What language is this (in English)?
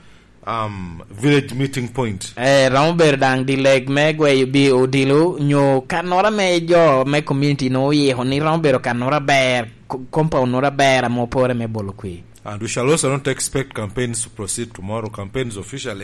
Lango (Uganda)